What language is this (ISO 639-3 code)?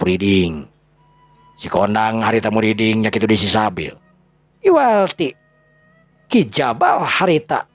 sun